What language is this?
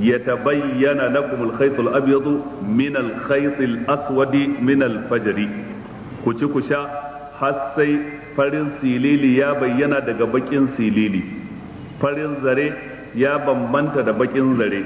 Hausa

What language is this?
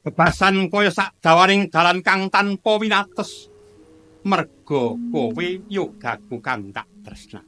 Javanese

